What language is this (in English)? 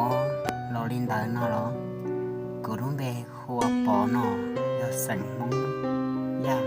Hmong